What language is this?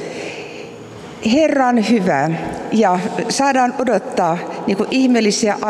Finnish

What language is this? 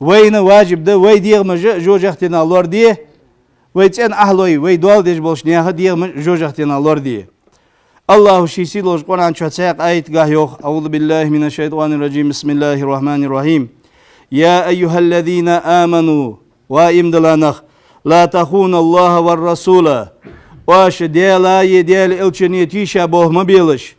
Ingush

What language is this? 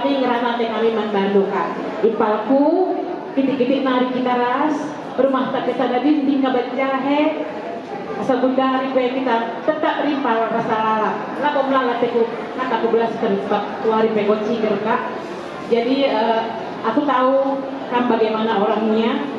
Batak Karo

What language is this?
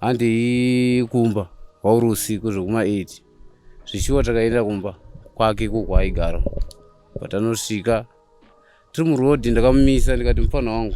Shona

